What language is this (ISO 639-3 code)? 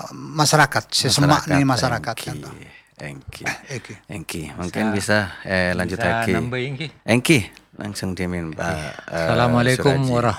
mad